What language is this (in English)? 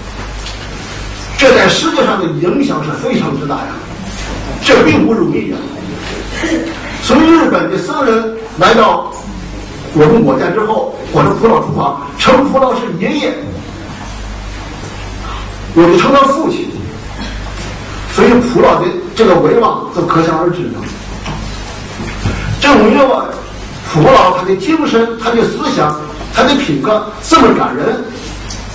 Chinese